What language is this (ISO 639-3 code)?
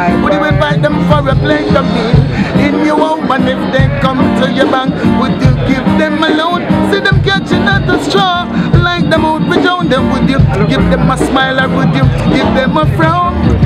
jam